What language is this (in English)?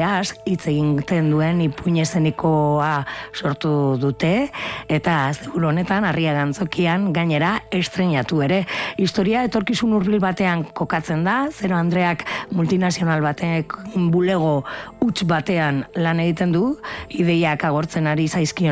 Basque